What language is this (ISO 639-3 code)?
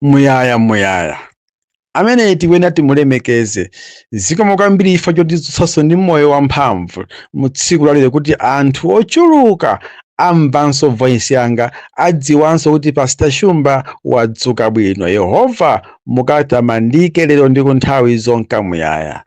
nya